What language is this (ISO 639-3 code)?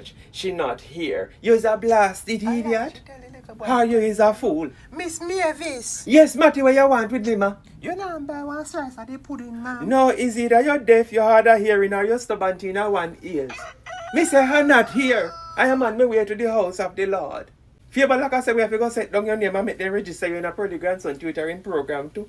jam